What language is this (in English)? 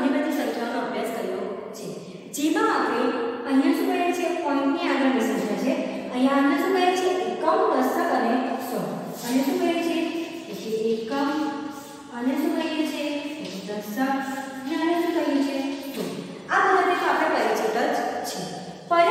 Gujarati